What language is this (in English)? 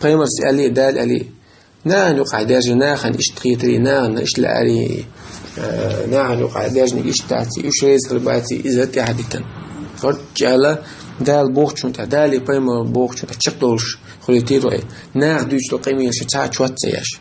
Chechen